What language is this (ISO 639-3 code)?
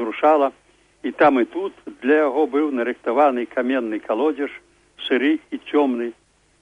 bel